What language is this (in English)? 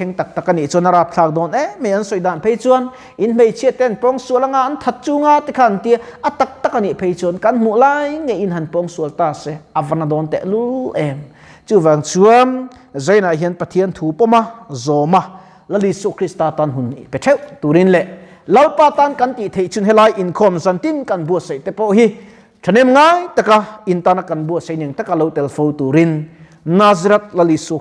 Mizo